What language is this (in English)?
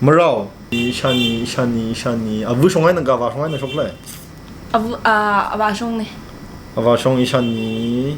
Tangkhul Naga (India)